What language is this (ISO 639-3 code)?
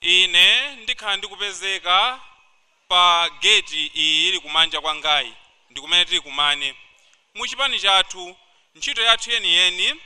nya